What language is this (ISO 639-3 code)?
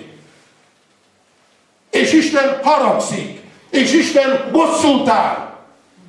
hun